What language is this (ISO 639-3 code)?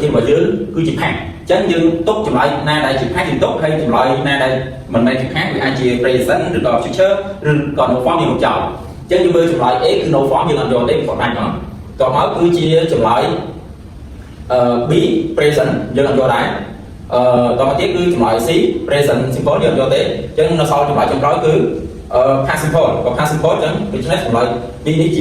khm